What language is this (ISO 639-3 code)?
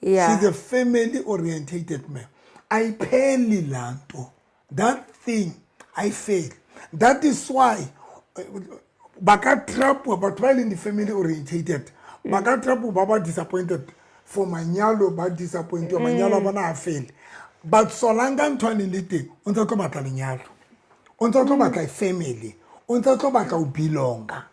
sot